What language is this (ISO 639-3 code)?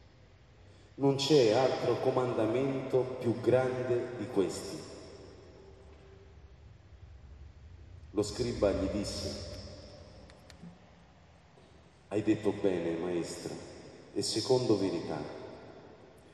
ita